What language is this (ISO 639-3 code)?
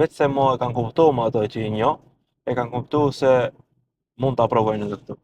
sqi